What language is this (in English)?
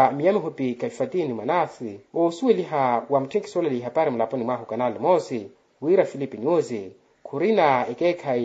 Makhuwa